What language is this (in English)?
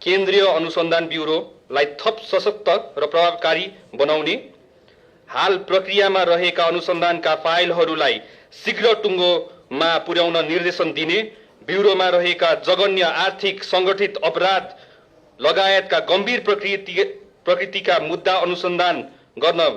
Nepali